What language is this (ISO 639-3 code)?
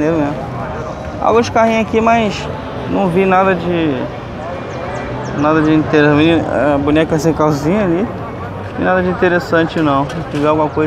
por